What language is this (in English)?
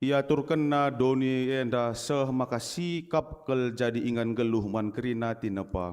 Batak Karo